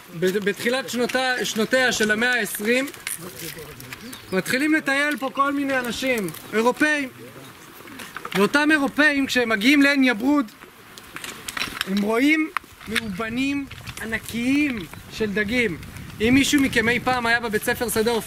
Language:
Hebrew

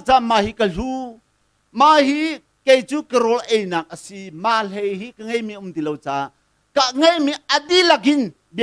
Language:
Hakha Chin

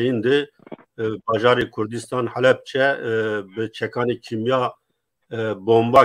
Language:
Zaza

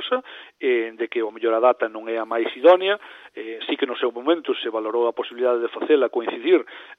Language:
Galician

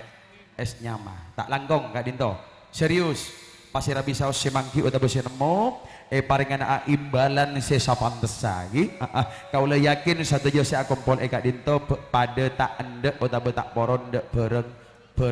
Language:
Madurese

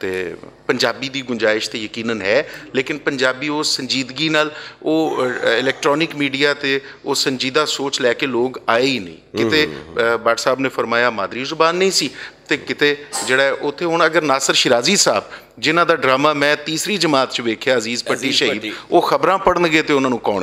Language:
Western Panjabi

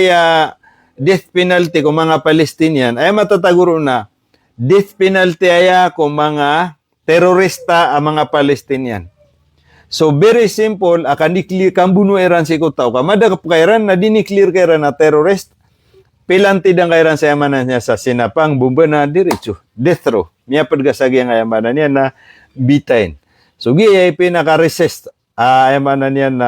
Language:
Maranao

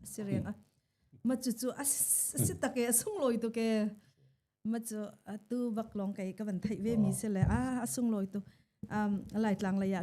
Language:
Hakha Chin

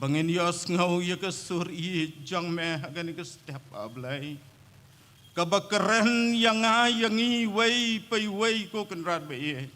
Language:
Khasi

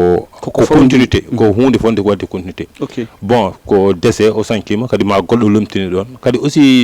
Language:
Fula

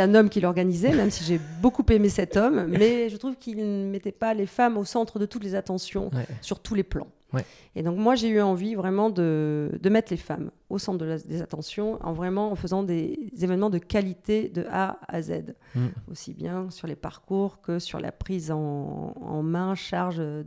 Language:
French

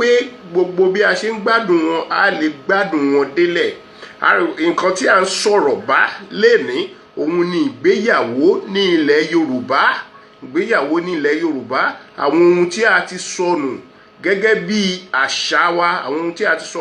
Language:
Yoruba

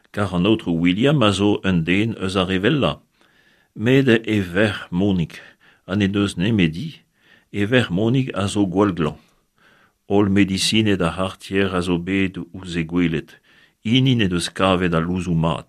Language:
Breton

